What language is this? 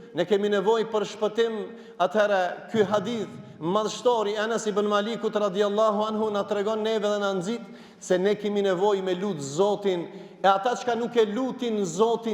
Albanian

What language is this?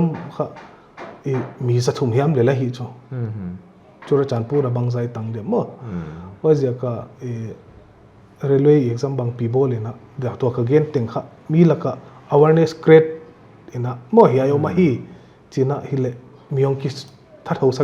Paite Chin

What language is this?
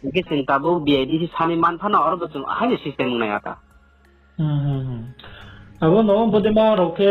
Riang (India)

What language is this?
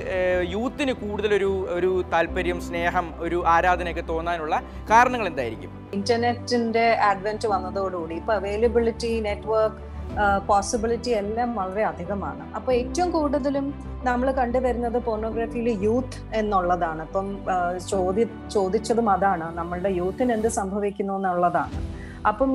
Malayalam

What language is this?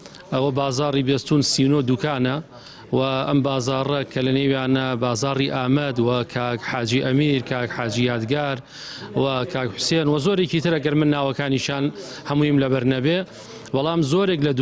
Central Kurdish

